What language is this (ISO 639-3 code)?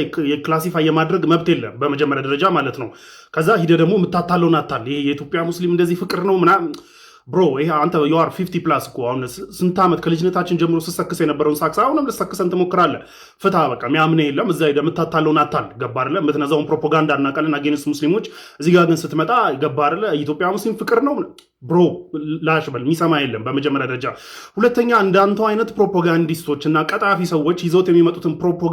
amh